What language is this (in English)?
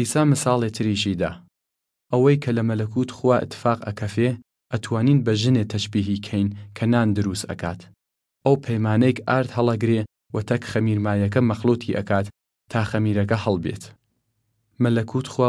Southern Kurdish